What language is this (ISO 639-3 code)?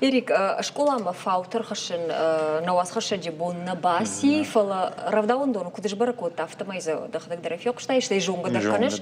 oss